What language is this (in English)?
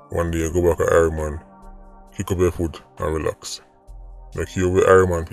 Jamaican Creole English